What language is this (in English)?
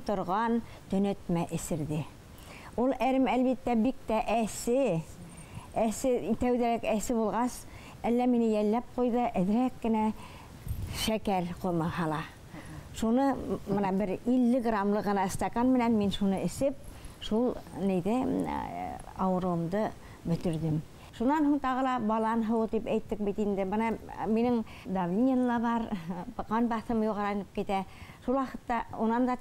Bashkir